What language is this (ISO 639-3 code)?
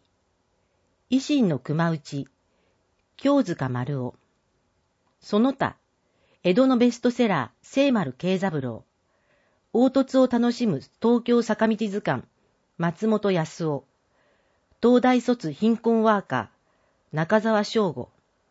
jpn